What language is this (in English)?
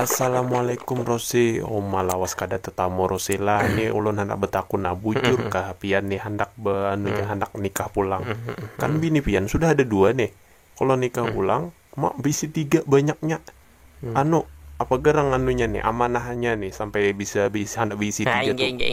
Banjar